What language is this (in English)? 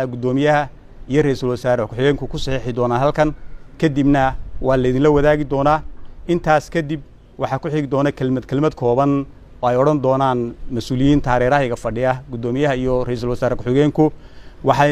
Somali